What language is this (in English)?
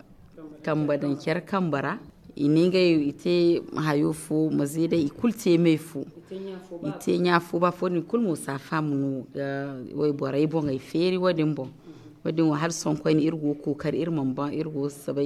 Zarma